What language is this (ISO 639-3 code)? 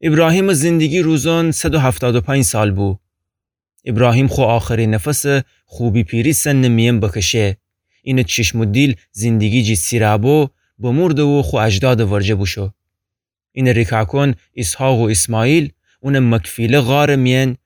glk